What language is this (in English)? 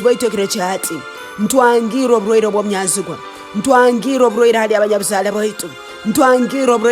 Tooro